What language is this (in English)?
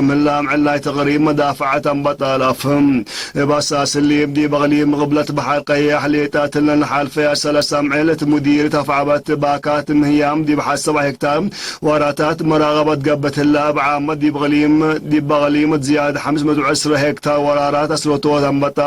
Tigre